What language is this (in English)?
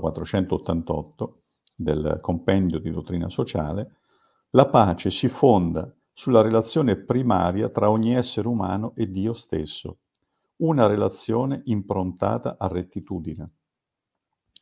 Italian